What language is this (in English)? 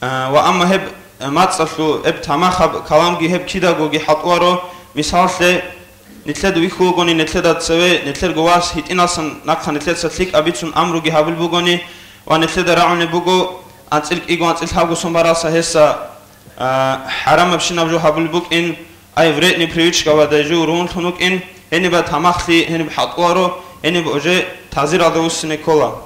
Avaric